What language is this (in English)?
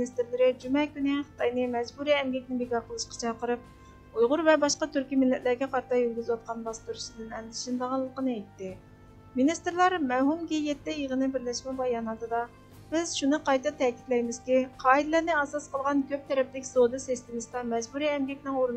Uyghur